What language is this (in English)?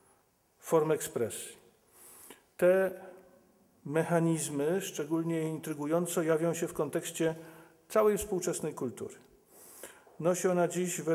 Polish